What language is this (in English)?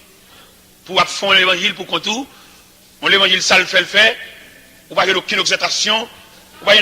Haitian Creole